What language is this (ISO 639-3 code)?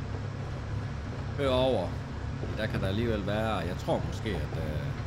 dan